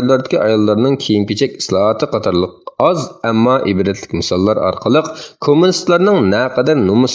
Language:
Uyghur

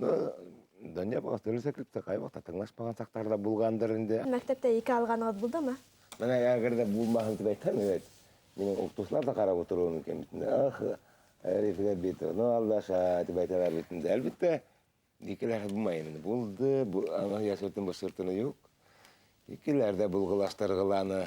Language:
Bashkir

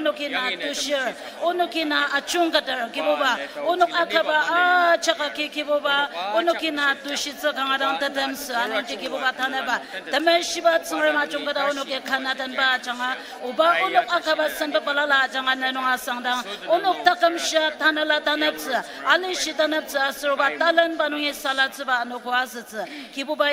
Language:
Ao Naga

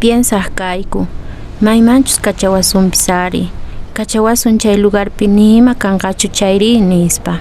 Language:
Quechua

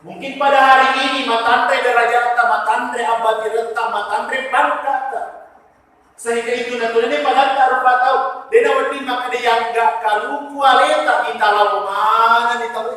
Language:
Buginese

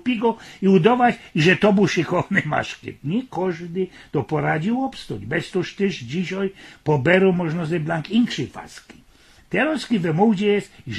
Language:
Silesian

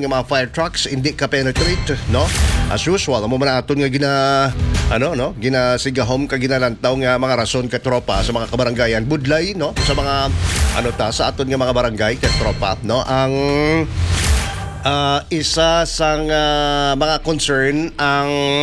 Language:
Hiligaynon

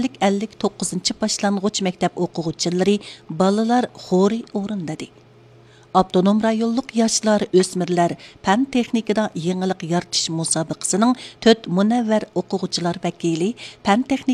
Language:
Uyghur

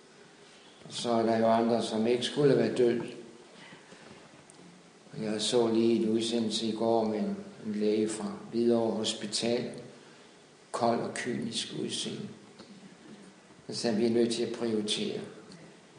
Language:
Danish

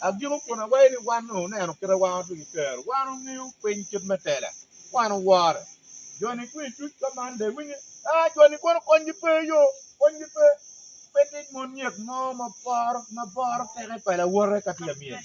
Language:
Acoli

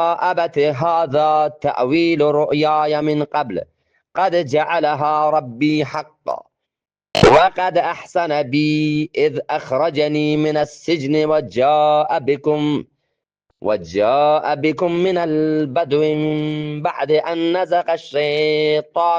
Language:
Eastern Balochi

